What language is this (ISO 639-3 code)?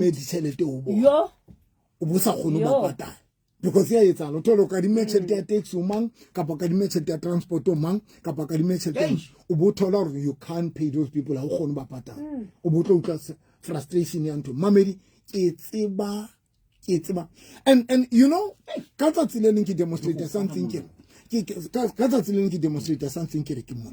sot